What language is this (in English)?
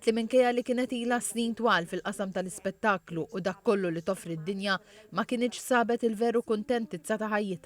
Maltese